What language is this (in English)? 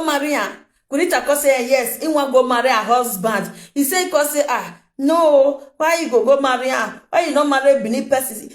Nigerian Pidgin